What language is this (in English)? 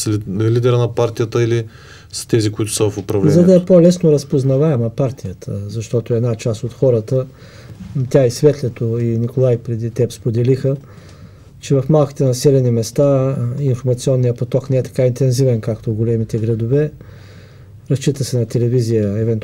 Bulgarian